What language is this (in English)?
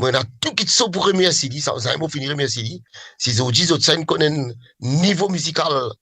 Morisyen